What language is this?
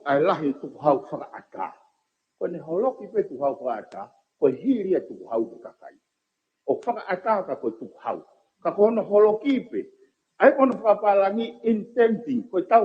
Tongan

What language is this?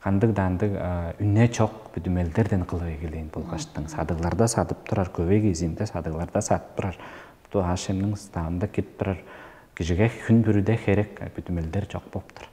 Tuvinian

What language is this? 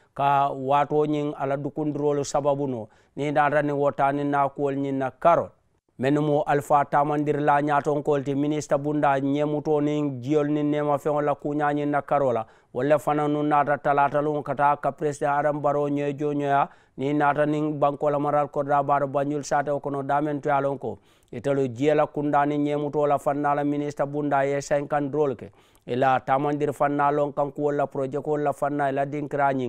Mandingo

